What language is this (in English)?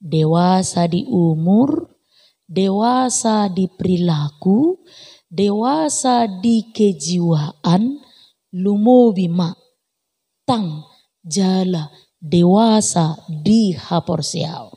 Batak Toba